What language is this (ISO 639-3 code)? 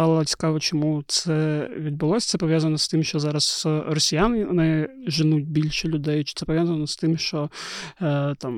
ukr